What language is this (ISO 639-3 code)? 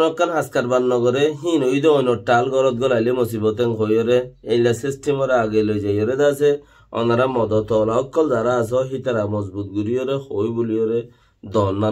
rhg